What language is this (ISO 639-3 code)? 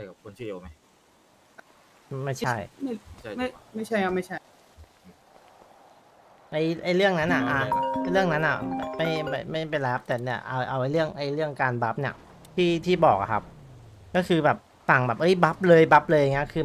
tha